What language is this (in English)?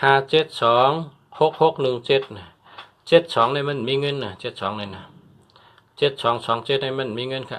Shan